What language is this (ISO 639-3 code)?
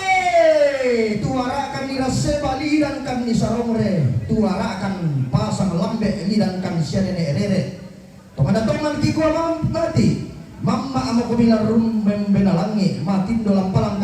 sda